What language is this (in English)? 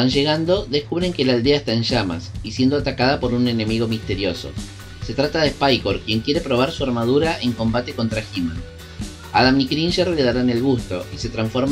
Spanish